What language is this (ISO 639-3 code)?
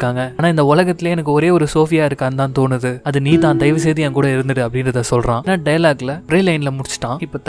tam